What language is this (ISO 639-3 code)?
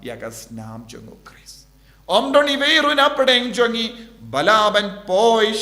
kha